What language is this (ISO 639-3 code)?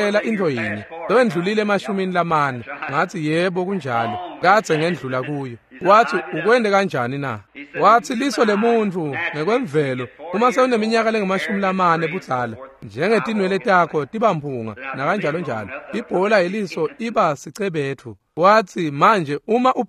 ssw